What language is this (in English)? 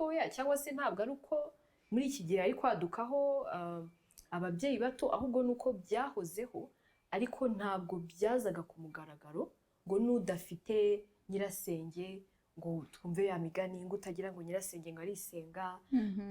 Kinyarwanda